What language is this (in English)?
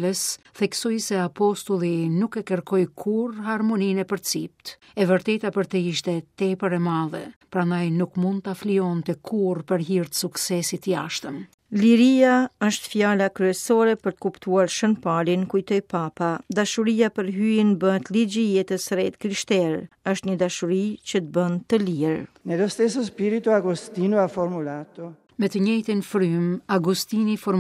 Albanian